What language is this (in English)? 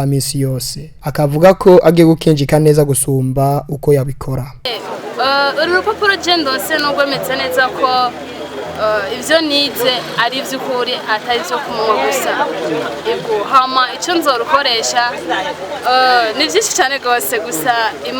Rundi